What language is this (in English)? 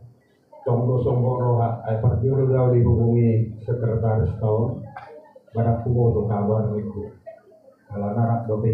Batak Toba